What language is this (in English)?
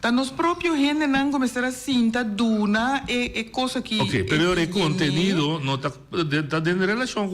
Papiamento